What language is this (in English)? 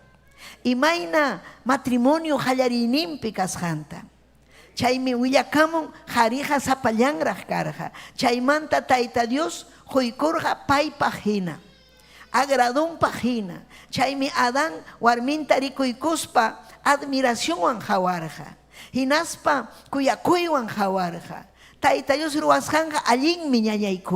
Ayacucho Quechua